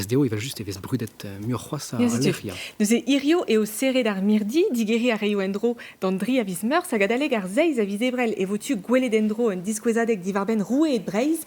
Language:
Breton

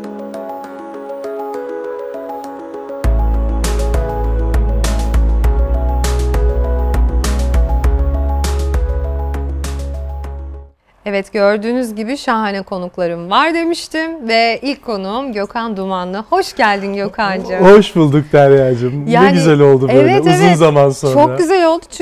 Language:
Turkish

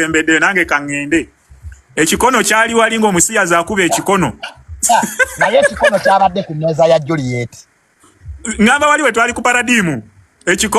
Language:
Ganda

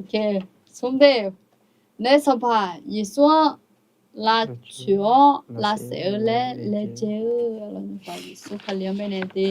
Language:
Akha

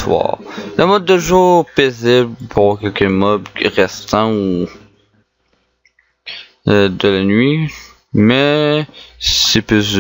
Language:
French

